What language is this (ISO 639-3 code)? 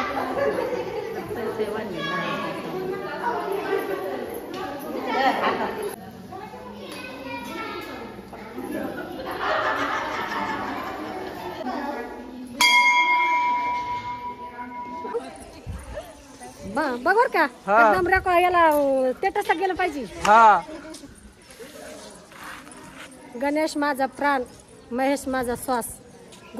mar